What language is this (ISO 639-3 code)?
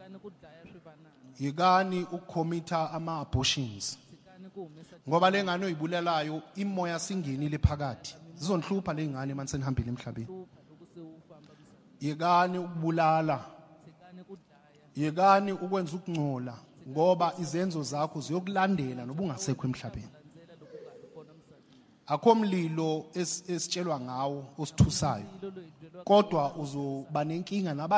zul